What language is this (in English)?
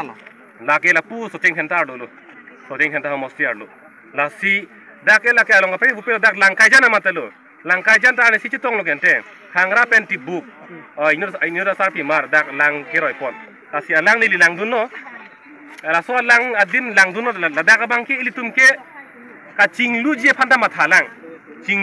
Karbi